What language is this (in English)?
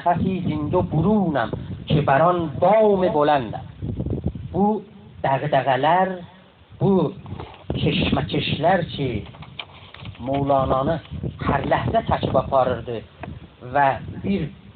South Azerbaijani